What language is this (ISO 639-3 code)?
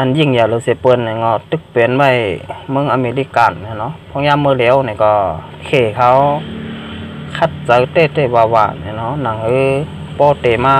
shn